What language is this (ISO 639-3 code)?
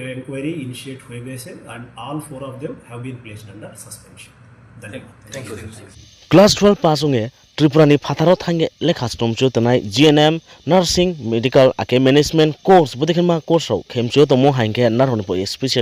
ria